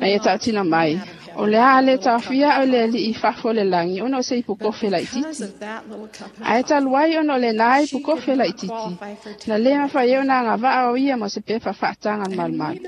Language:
Samoan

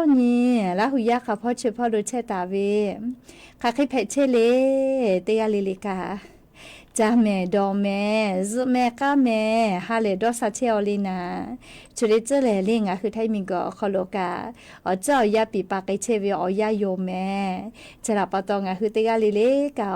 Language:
Lahu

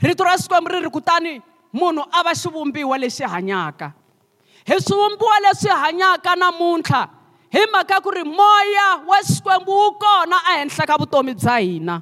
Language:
Tsonga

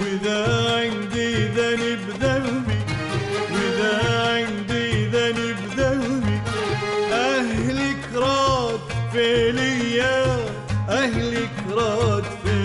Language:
Mesopotamian Arabic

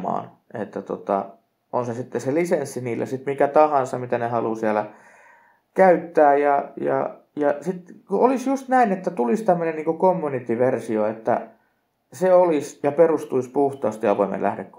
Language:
Finnish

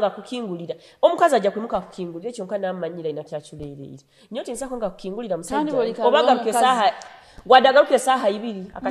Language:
Nyoro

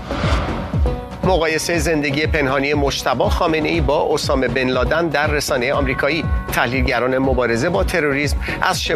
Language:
Persian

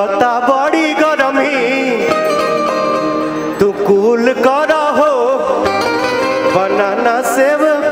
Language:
Bhojpuri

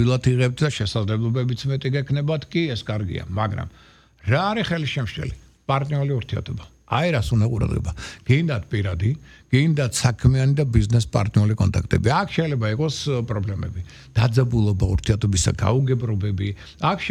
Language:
Georgian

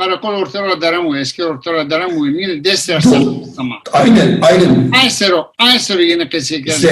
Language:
Zaza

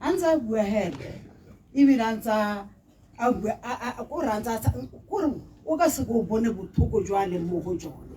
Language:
Tswana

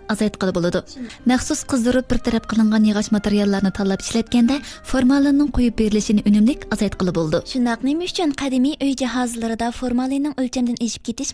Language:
Uyghur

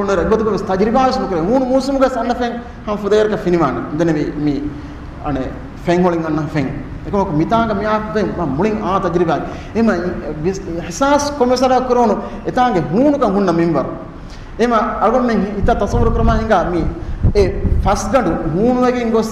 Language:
Divehi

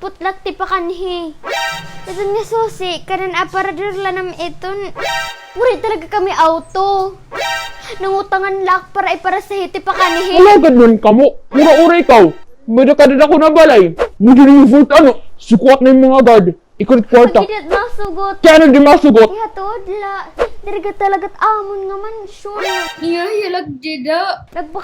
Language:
Waray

